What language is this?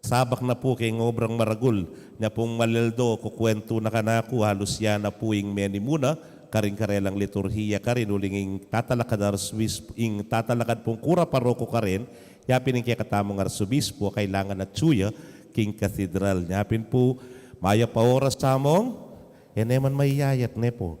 Pampanga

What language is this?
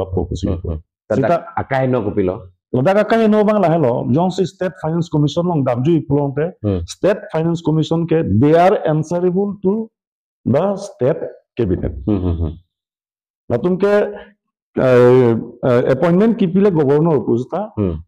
Karbi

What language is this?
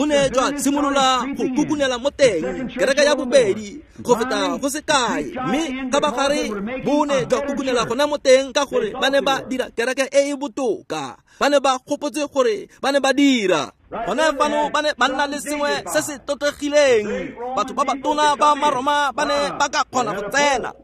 Tswana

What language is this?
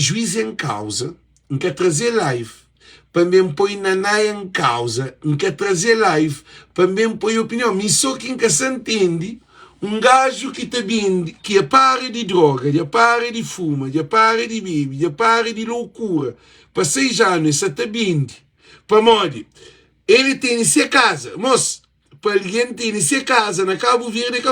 Kabuverdianu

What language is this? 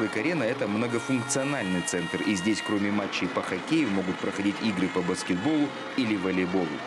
Russian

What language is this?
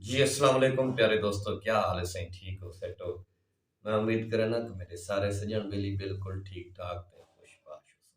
Saraiki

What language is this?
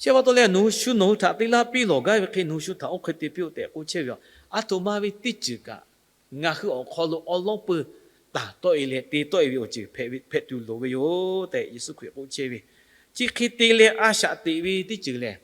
Lahu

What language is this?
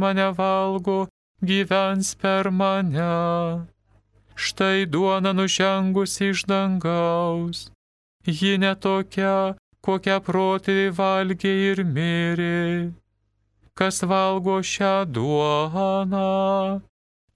Lithuanian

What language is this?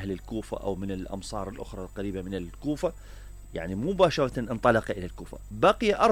Mesopotamian Arabic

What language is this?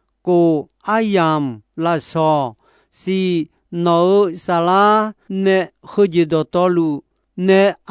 Akha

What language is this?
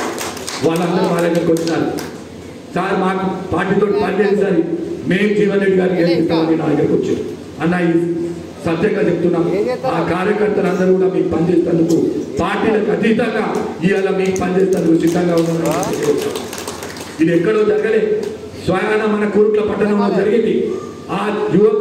Telugu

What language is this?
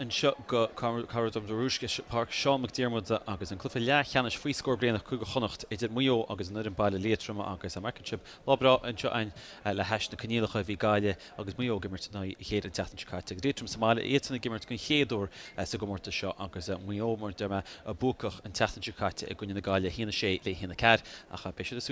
Irish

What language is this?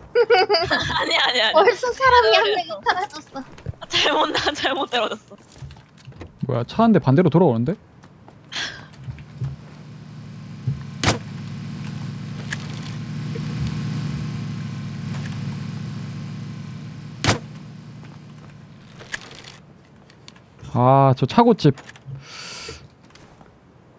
Korean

